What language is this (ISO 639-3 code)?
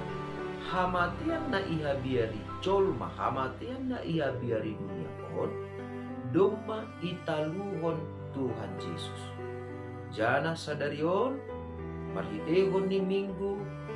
bts